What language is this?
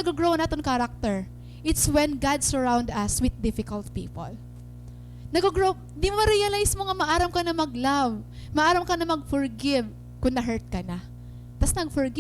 Waray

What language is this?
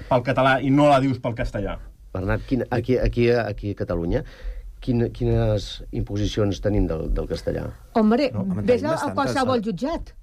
Catalan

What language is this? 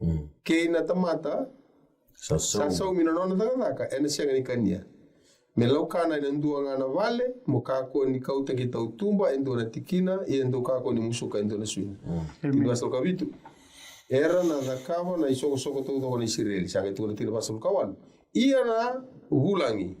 Fijian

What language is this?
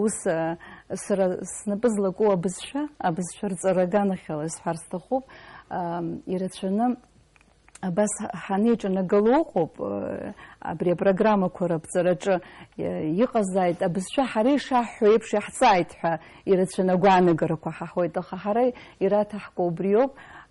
Abkhazian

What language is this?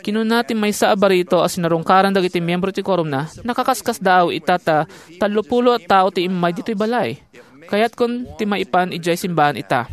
Iloko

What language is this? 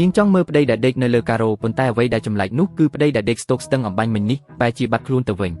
Khmer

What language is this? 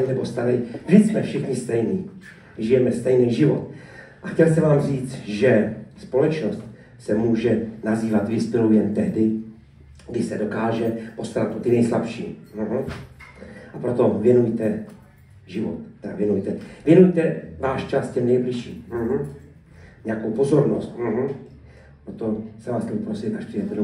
Czech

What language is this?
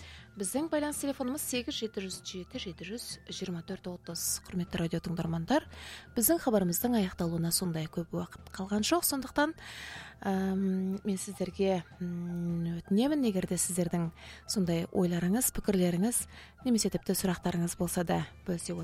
Kazakh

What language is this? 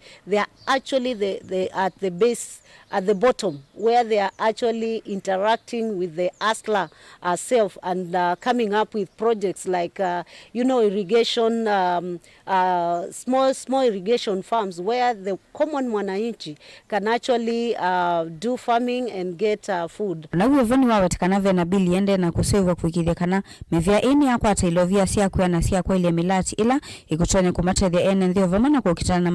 Kamba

